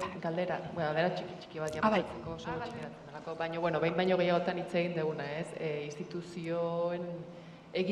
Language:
Basque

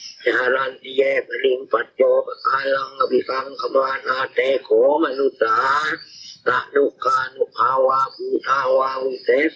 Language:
Pali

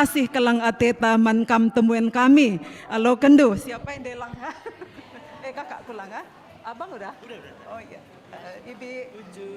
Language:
Batak Karo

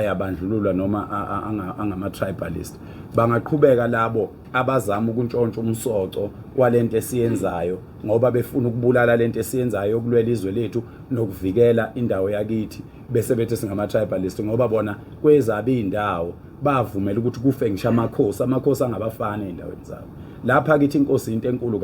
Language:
Zulu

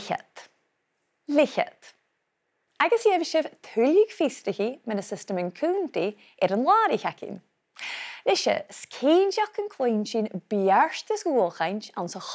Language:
Scottish Gaelic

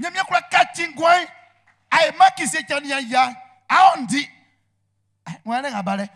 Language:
Baoulé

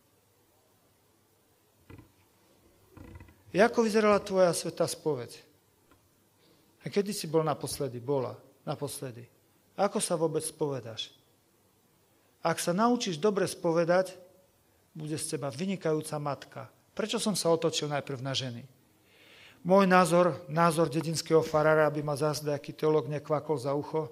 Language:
Slovak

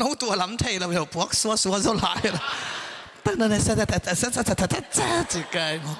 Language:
Tedim Chin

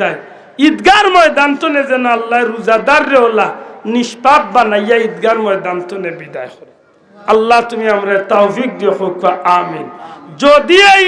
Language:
Sylheti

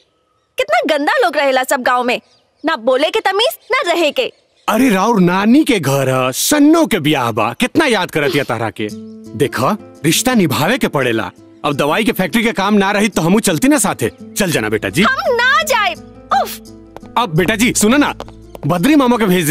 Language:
Bhojpuri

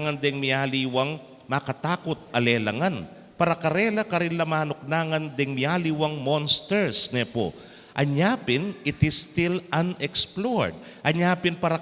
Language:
Pampanga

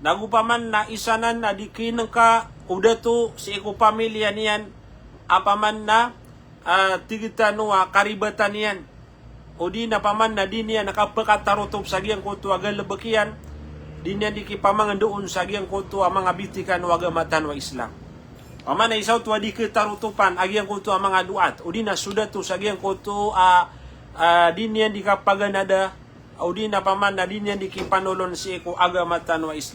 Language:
Maranao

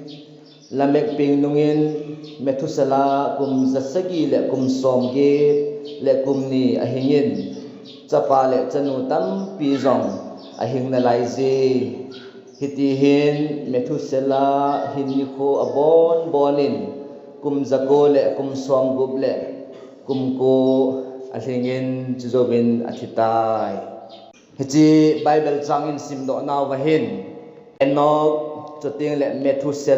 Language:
Thado Chin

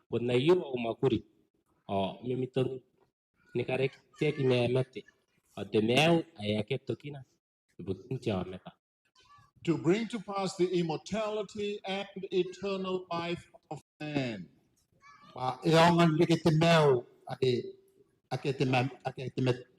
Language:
Gilbertese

